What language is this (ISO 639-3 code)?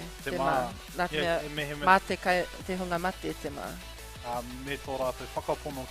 mri